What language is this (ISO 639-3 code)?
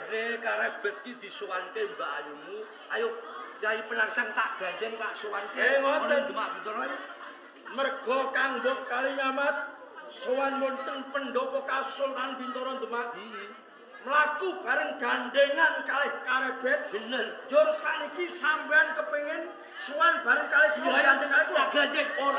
jav